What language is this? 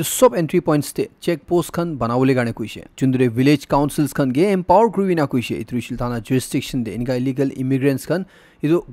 Naga Pidgin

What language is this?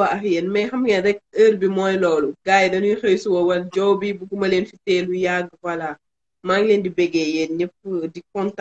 Wolof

